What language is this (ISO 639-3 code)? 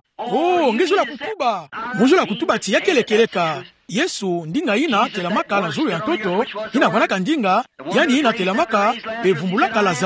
ktu